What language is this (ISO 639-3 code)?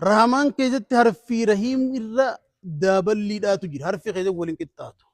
orm